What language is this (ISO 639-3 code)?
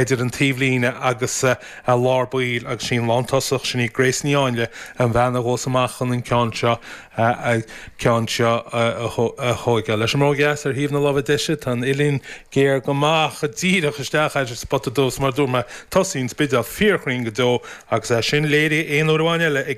gle